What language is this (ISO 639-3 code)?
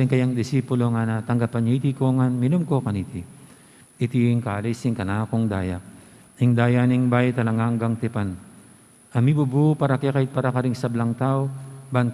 pam